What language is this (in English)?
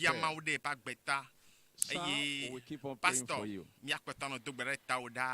Ewe